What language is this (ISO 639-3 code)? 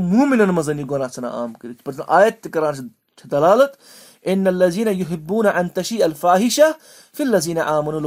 kas